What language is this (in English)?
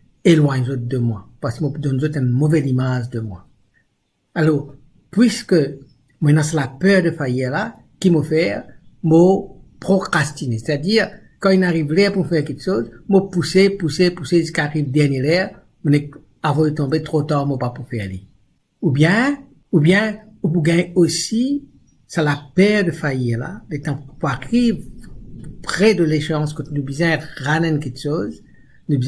Morisyen